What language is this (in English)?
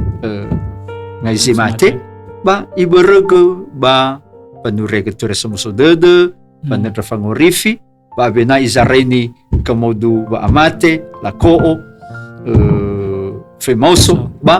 Nias